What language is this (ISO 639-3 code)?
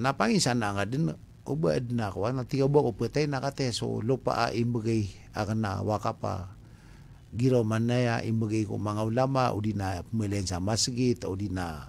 mrw